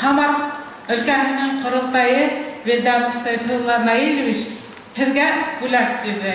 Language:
Bashkir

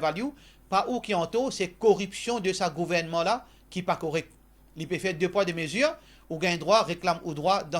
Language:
Morisyen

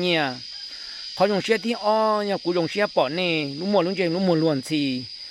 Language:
Hmong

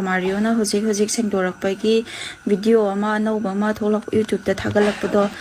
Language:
Manipuri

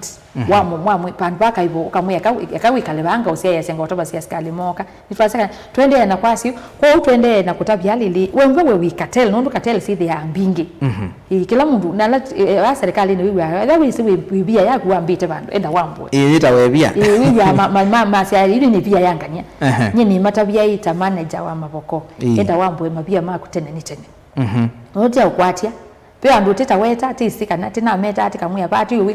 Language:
Kamba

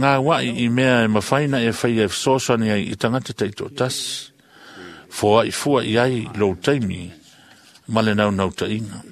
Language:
Samoan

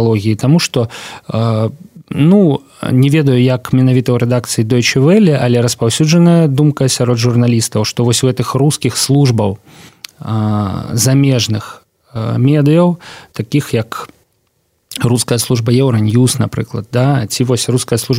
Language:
Belarusian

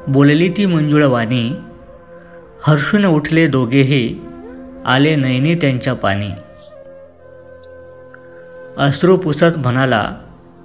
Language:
Marathi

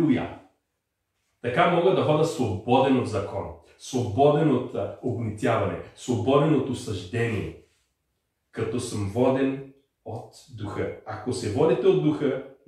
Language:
Bulgarian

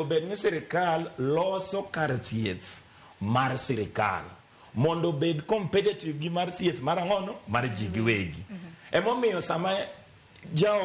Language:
Luo (Kenya and Tanzania)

